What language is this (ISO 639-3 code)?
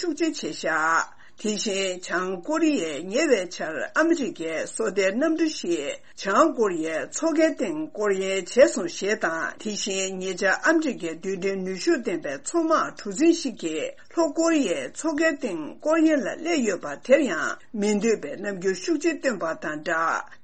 bod